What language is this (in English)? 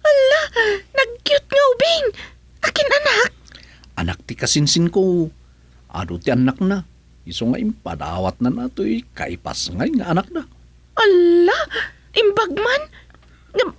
Iloko